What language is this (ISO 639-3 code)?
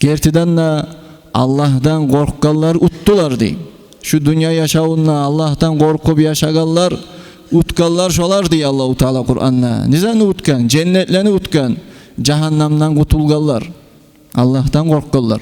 kum